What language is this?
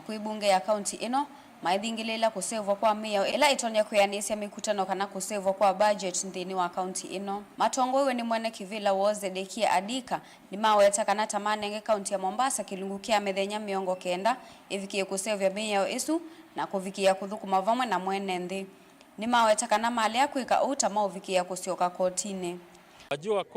Kamba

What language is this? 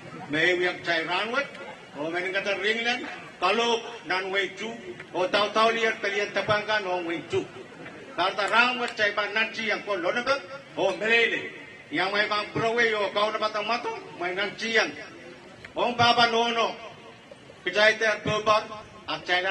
Pohnpeian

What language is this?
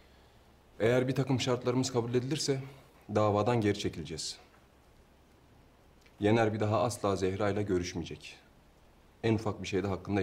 Turkish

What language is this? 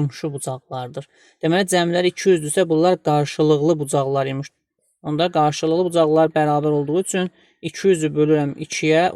Azerbaijani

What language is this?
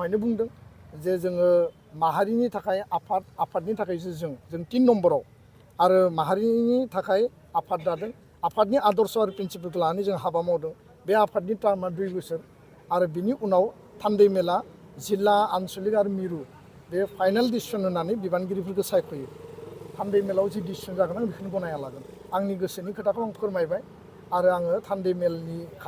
Bodo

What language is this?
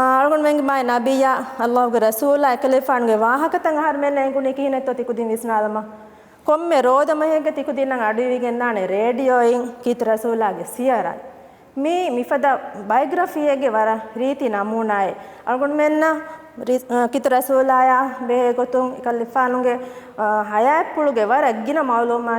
Divehi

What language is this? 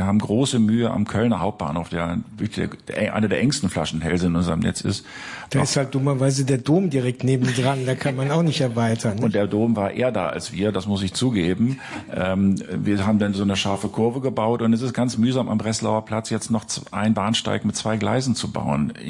German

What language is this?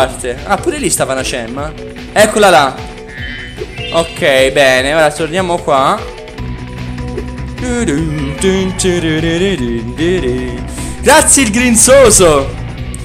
Italian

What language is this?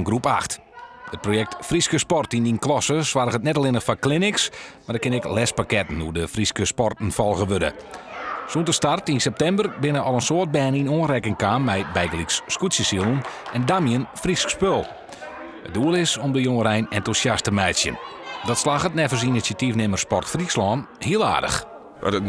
Western Frisian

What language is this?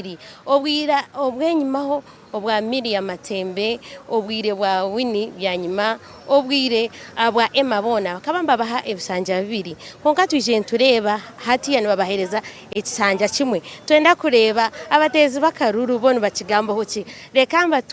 Nyankole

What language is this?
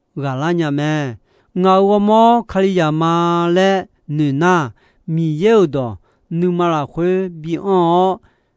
Akha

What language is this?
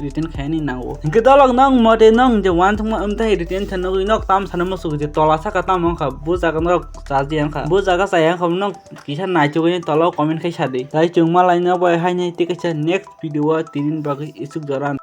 Kok Borok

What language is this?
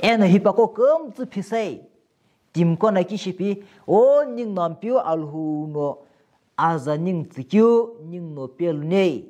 Sumi Naga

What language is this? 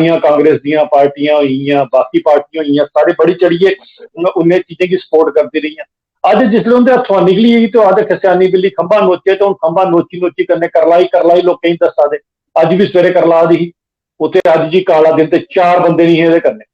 Dogri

